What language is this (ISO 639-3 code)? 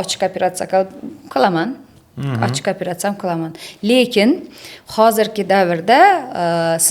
uzb